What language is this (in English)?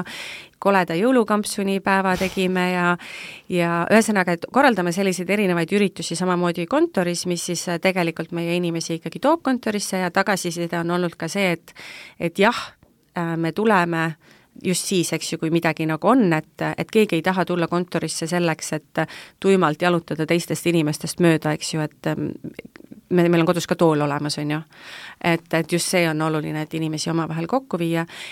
Estonian